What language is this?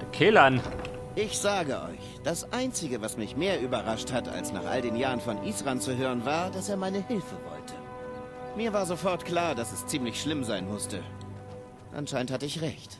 Bavarian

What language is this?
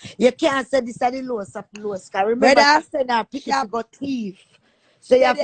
Jamaican Creole English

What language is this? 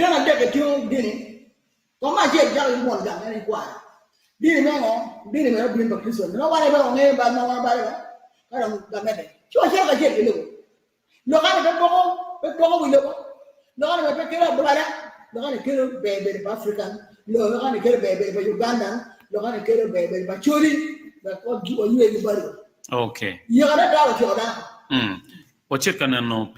Acoli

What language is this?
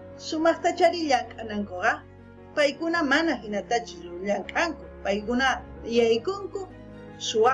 South Bolivian Quechua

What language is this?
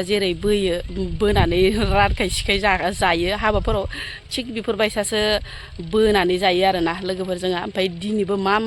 Bodo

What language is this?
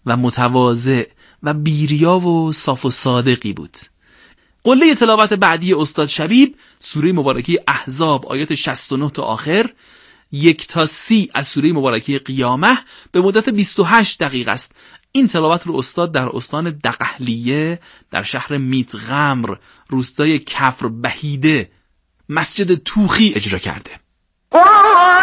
Persian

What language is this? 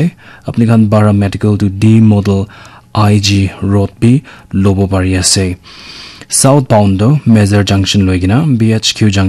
Naga Pidgin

